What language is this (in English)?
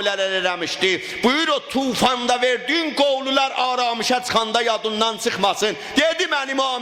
South Azerbaijani